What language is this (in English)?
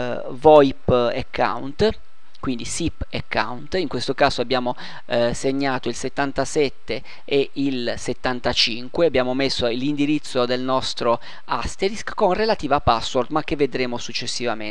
Italian